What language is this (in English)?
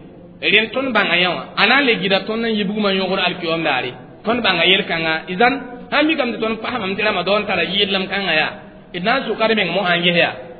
Mossi